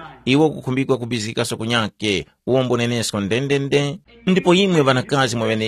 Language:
Tumbuka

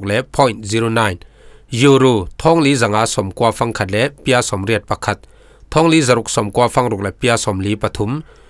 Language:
Falam Chin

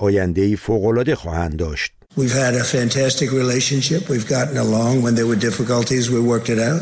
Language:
Persian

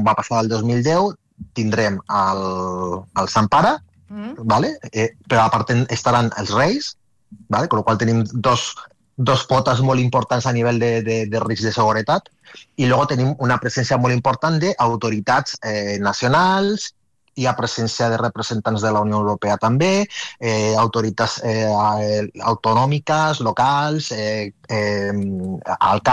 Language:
Catalan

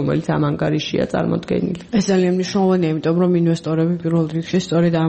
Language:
Georgian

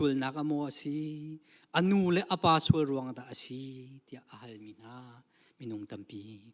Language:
Hakha Chin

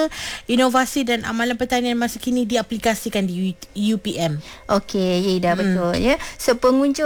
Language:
Malay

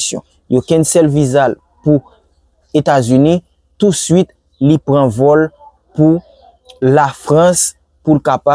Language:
Haitian Creole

